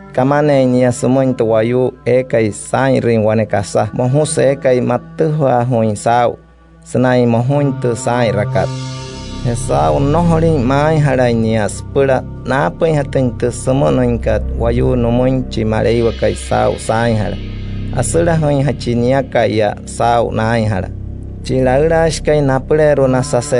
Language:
Wayuu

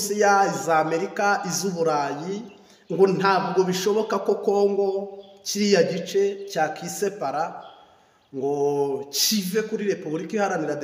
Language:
Kinyarwanda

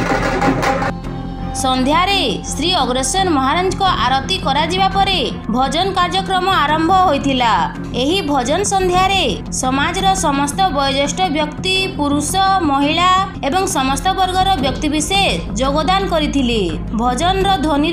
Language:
Odia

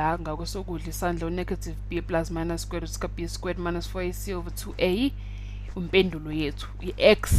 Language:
Zulu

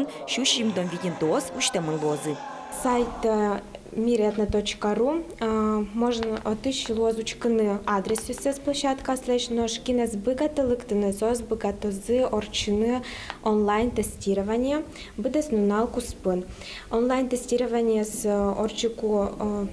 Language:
Udmurt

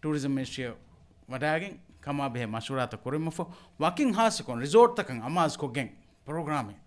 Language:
Divehi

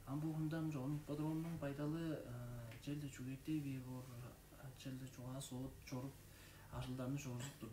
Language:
Tuvinian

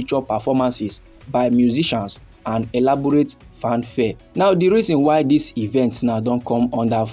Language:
Nigerian Pidgin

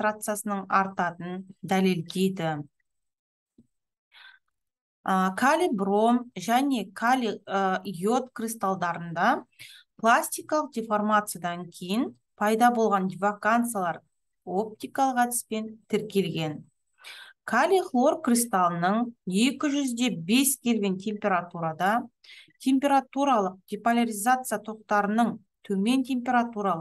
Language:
Kazakh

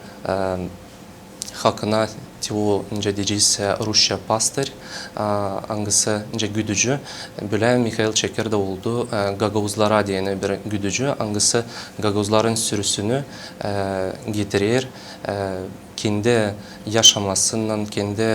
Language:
Gagauz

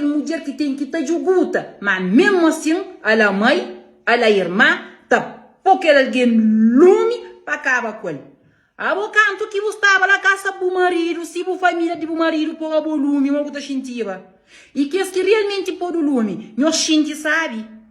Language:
Kabuverdianu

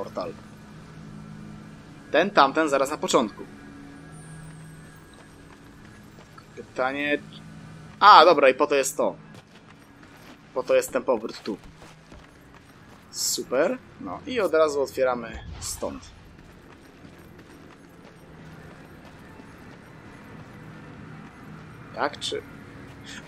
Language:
Polish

